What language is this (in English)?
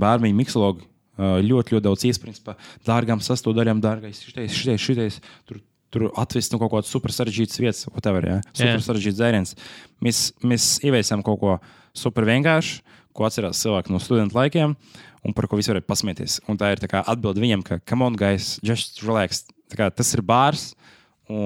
Latvian